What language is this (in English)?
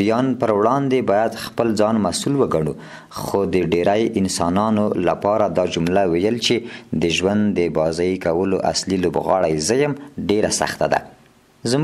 Pashto